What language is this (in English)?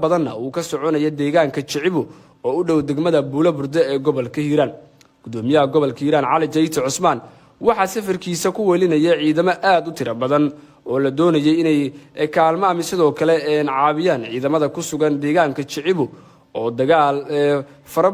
Somali